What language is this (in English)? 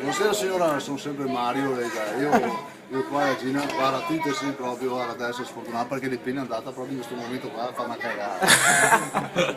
Venetian